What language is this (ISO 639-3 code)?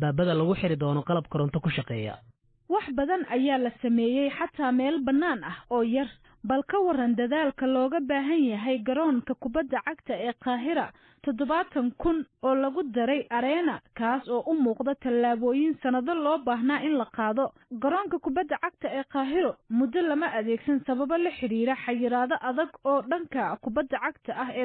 som